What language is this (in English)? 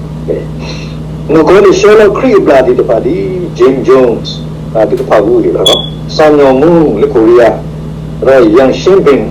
S'gaw Karen